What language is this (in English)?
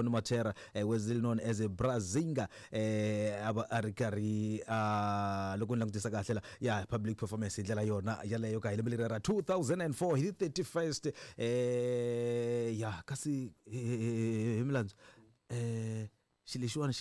Tsonga